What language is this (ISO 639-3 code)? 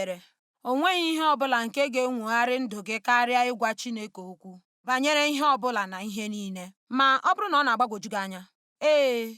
ibo